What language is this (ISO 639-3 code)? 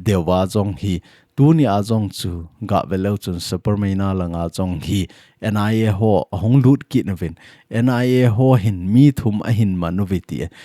tcz